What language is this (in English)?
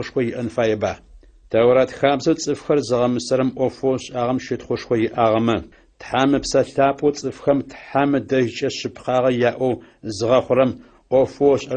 Adyghe